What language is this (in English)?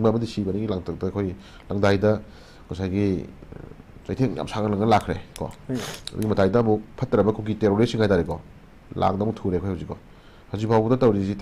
Manipuri